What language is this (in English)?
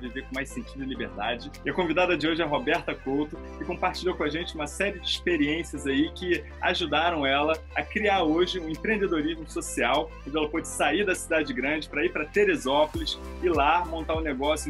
Portuguese